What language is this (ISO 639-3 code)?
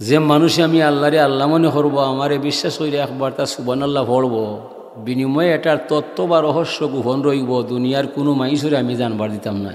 syl